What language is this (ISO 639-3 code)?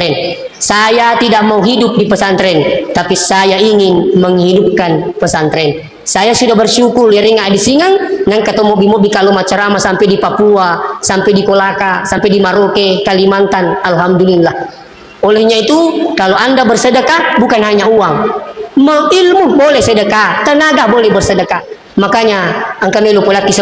bug